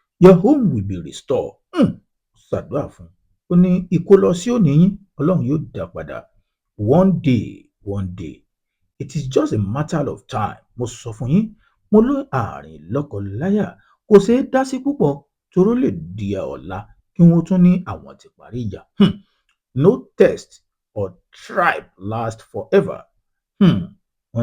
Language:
Yoruba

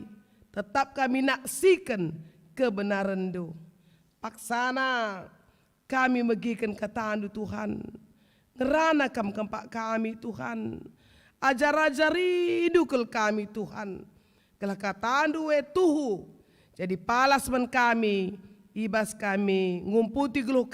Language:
Batak Karo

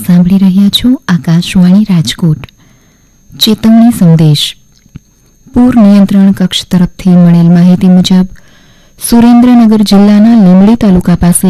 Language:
Gujarati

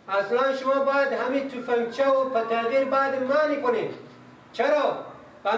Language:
Persian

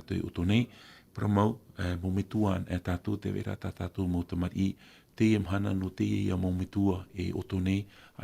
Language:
Tahitian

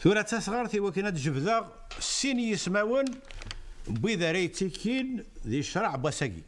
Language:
Kabyle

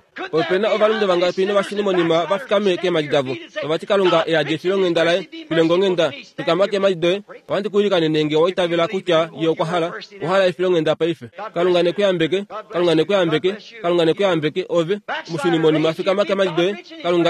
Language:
Kuanyama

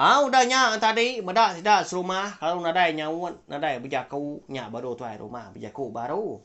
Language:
Iban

